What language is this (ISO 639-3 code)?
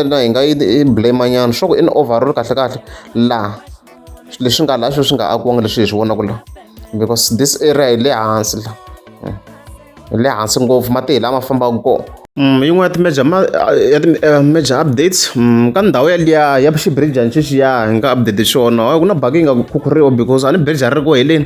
tso